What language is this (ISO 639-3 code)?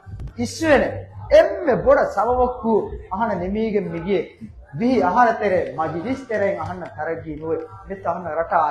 div